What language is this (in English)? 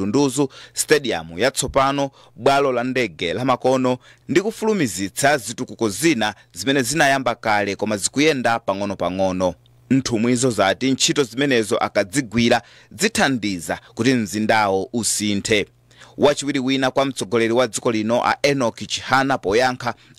Nyanja